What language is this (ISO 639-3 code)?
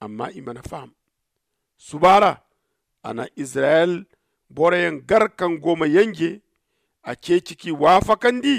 dje